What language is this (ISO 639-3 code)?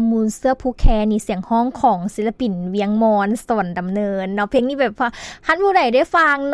lao